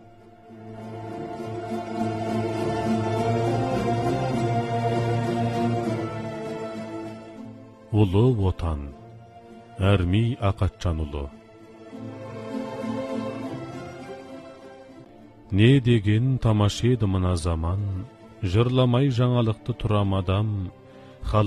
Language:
Kazakh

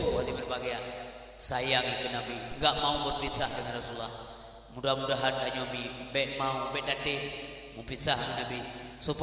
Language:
Achinese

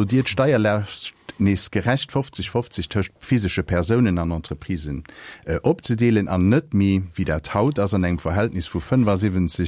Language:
Luxembourgish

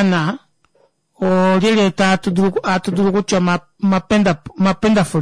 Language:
Kuanyama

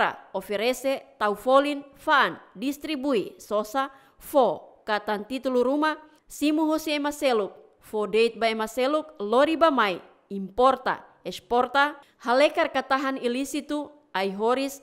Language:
Tetum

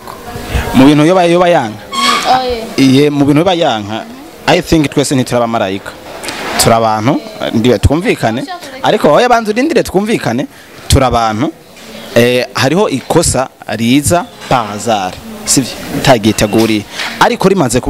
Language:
Rundi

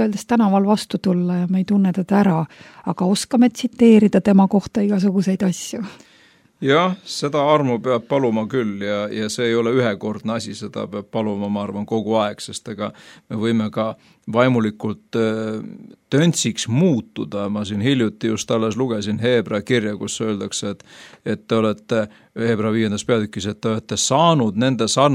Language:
Estonian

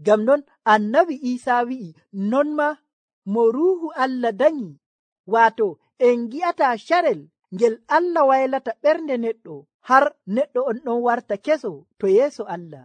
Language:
Nigerian Fulfulde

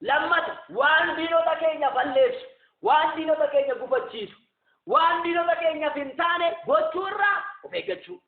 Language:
Oromo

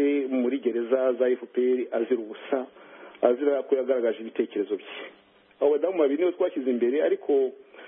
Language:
Kinyarwanda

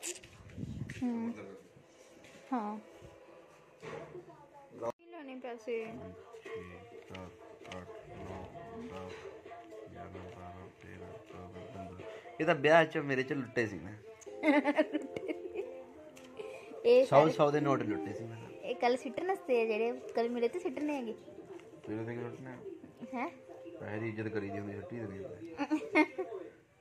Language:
Punjabi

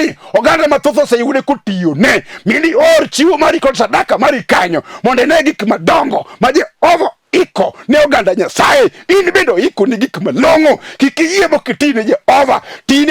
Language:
Luo (Kenya and Tanzania)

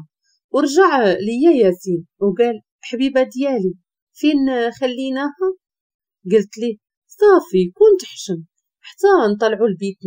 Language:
Moroccan Arabic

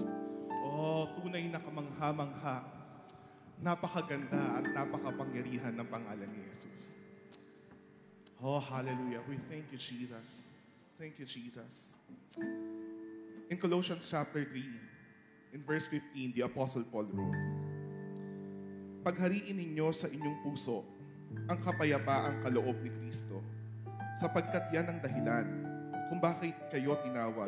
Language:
Filipino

